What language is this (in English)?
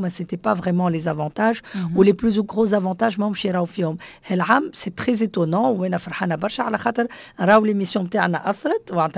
Tunisian Arabic